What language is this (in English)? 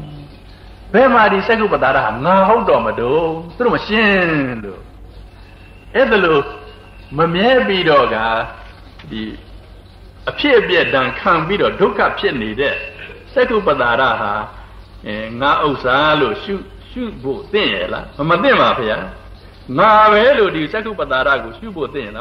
Burmese